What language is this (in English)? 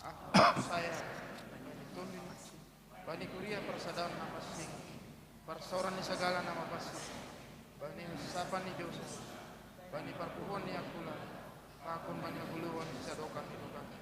Batak Simalungun